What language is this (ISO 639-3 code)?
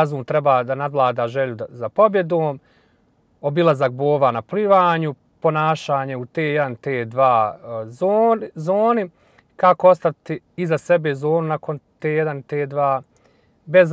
bos